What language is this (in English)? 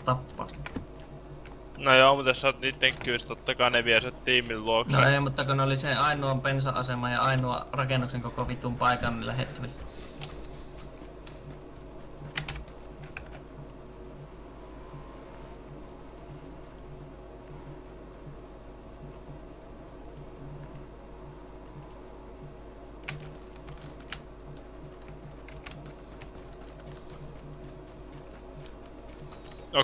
Finnish